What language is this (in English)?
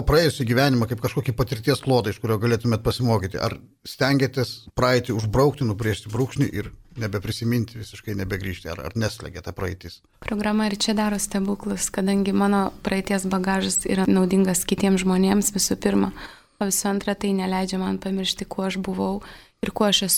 Lithuanian